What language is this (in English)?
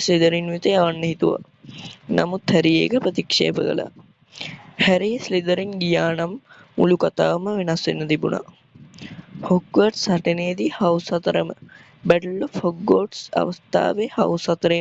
Sinhala